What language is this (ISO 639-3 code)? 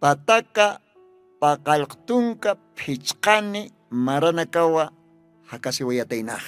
aym